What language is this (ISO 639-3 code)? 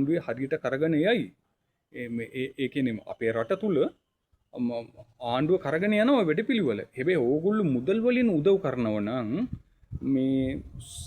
sin